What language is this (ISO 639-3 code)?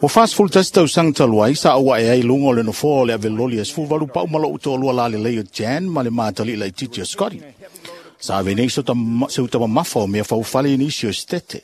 smo